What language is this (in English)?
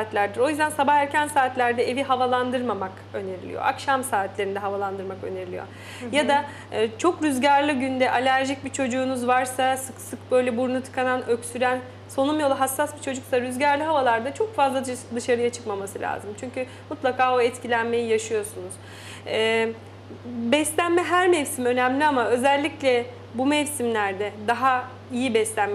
Turkish